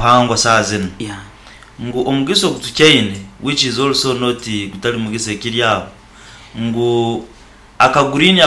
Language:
Nyoro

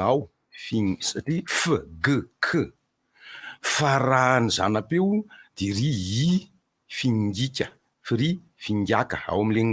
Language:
Malagasy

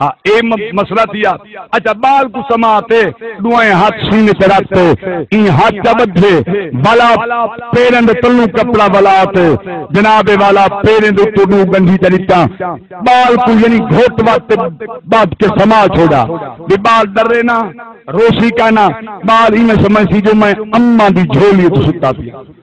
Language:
Saraiki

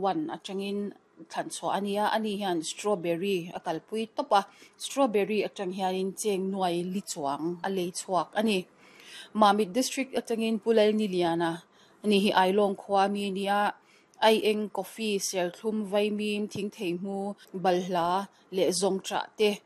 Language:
Mizo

